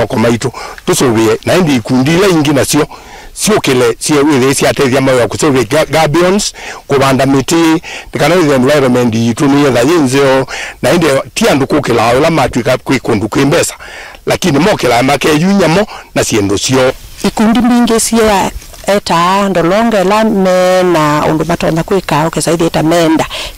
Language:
Kamba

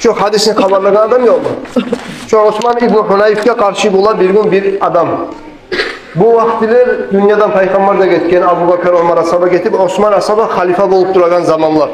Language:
Kumyk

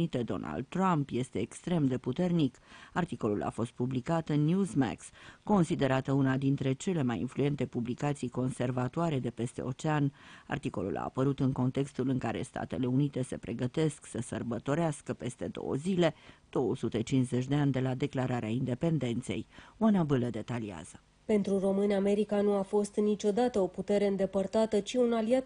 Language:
Romanian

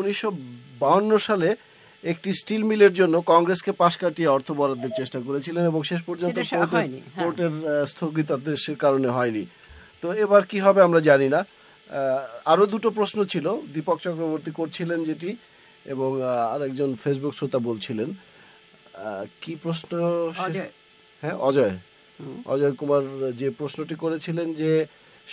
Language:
Bangla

